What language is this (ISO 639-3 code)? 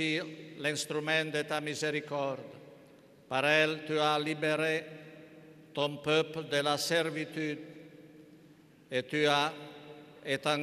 fra